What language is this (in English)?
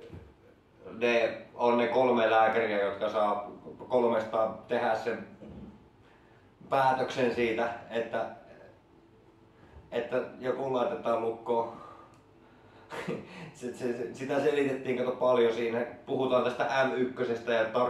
Finnish